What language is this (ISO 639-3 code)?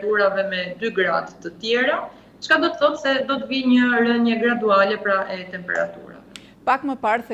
sqi